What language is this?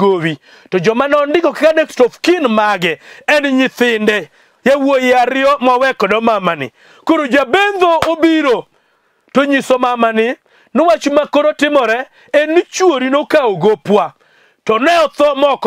Luo (Kenya and Tanzania)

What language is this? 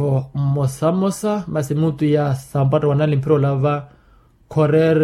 Makhuwa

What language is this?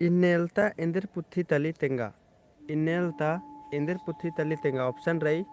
Kurukh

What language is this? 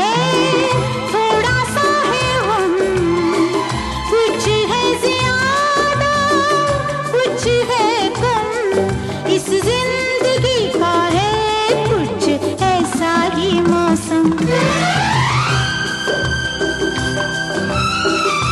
Hindi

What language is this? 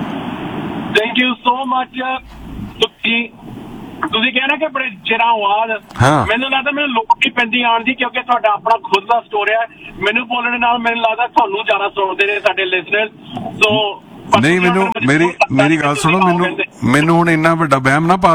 Punjabi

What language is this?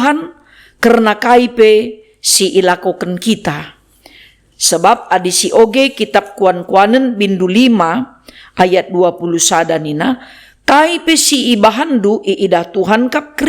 Batak Karo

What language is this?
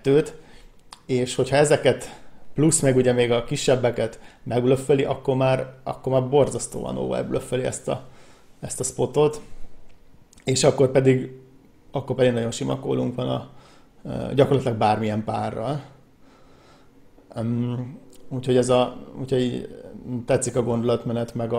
Hungarian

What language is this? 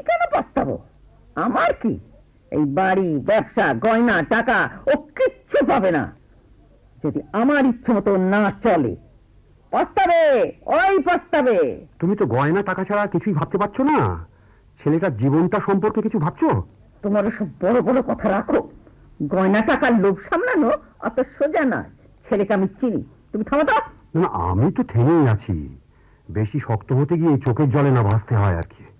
Bangla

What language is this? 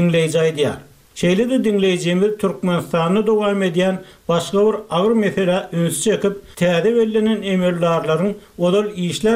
Turkmen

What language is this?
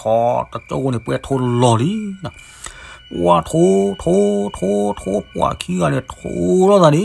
S'gaw Karen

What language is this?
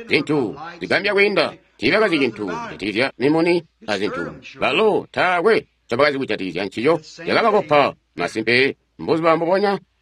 Tonga (Zambia)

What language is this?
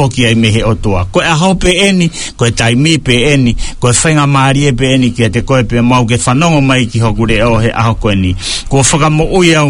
Tongan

